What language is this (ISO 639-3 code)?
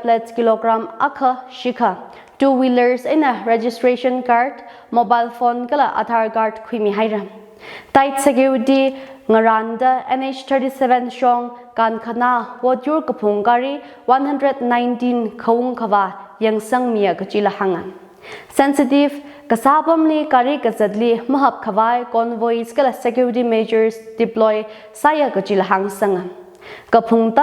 nmf